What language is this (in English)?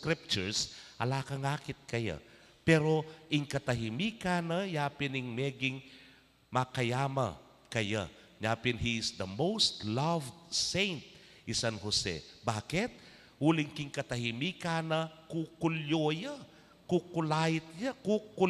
Pampanga